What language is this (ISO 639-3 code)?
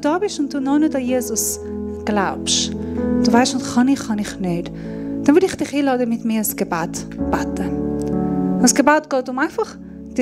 gsw